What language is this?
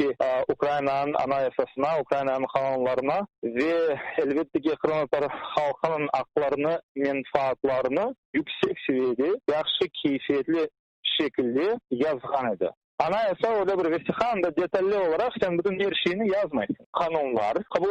Crimean Tatar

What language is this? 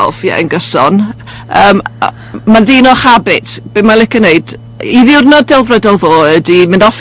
Welsh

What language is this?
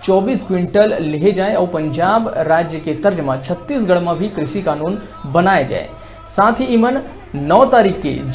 Chhattisgarhi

